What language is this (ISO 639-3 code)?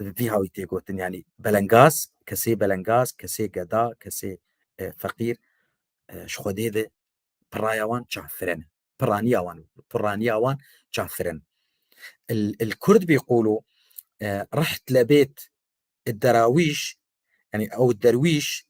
kur